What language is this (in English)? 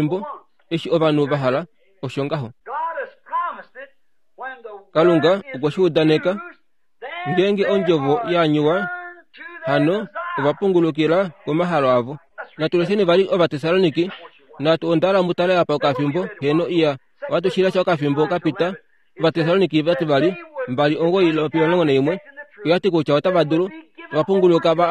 Kuanyama